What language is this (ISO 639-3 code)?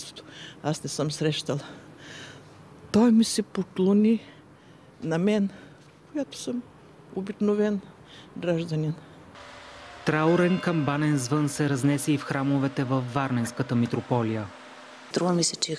bul